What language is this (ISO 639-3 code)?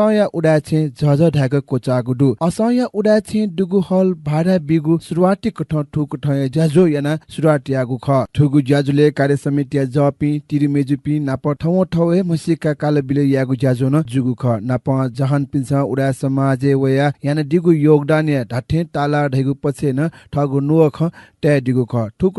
new